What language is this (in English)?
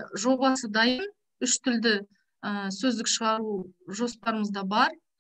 Kazakh